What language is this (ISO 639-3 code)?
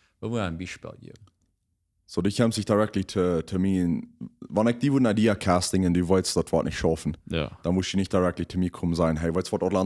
pdt